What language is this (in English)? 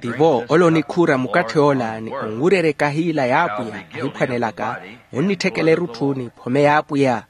Makhuwa